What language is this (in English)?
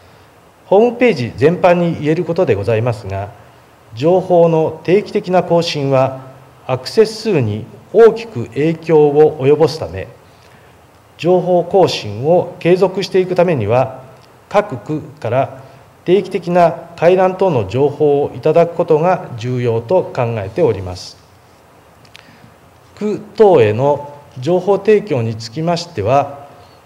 Japanese